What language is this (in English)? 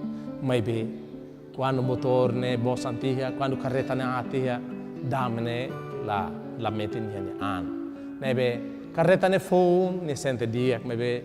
Tetum